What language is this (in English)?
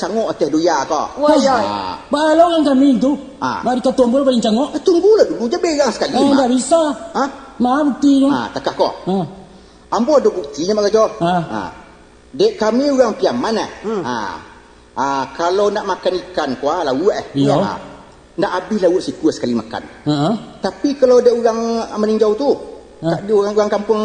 Minangkabau